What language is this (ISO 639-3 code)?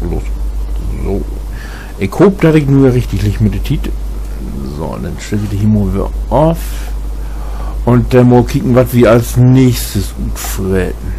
nds